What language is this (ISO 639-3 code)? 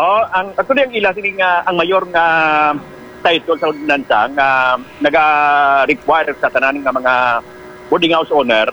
hil